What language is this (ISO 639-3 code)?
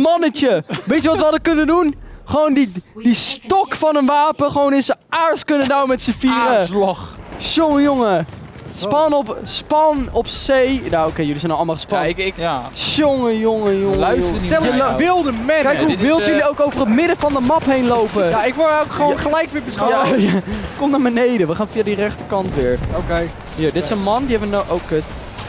nld